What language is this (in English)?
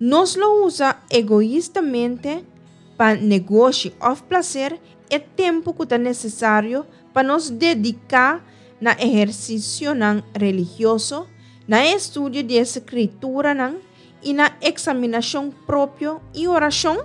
Papiamento